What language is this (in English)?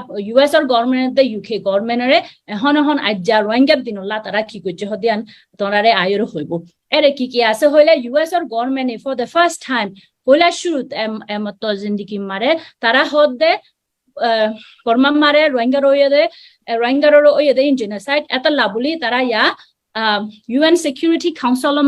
Rohingya